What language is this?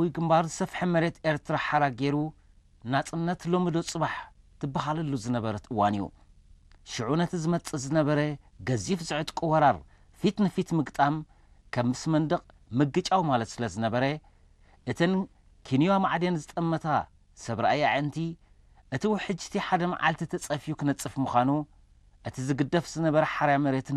Tigrinya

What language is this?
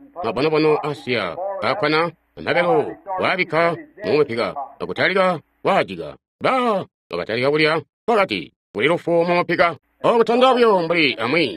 Tonga (Zambia)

